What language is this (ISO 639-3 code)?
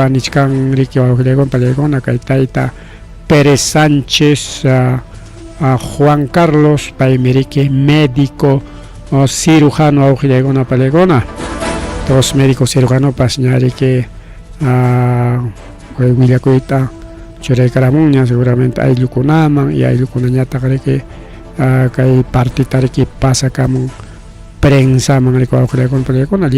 quy